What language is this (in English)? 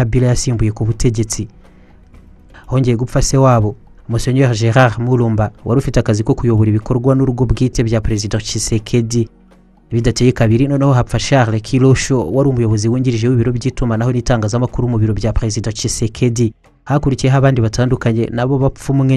Kinyarwanda